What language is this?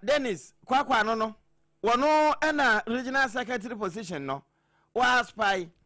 Akan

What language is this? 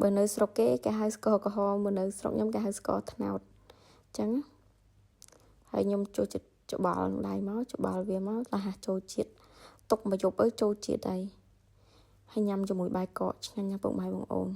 Khmer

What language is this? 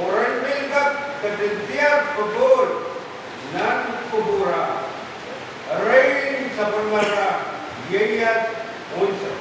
Pohnpeian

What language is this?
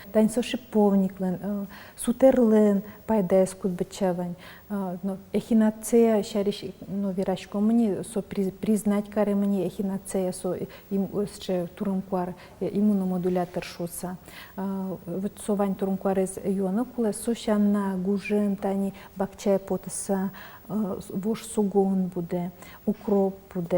Udmurt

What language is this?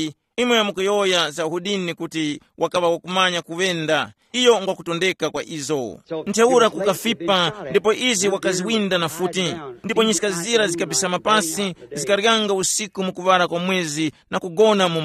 Tumbuka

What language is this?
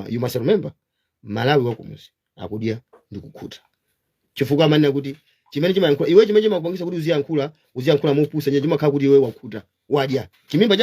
Nyanja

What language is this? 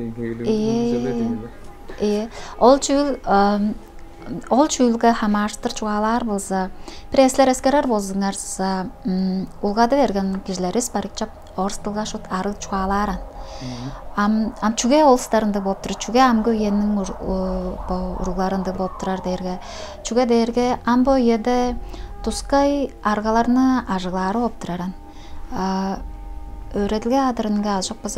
Tuvinian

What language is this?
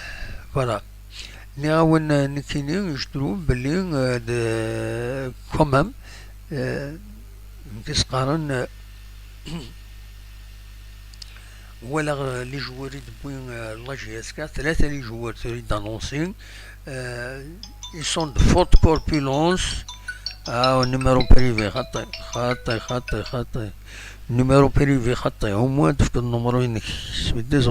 Kabyle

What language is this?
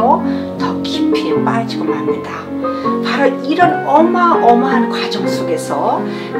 Korean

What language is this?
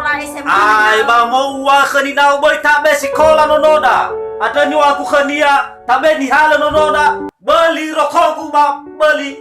Nias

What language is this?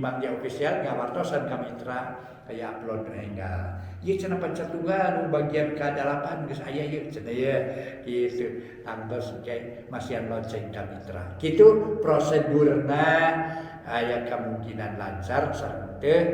Sundanese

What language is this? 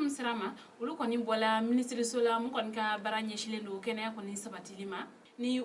Bambara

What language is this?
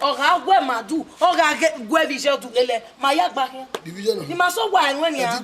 Bini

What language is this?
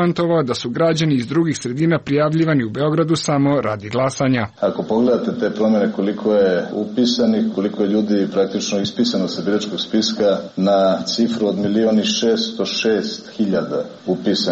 Serbian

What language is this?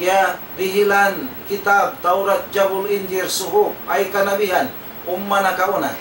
Tausug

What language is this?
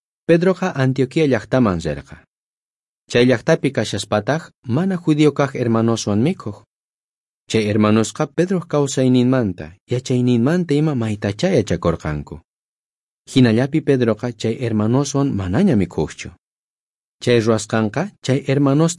South Bolivian Quechua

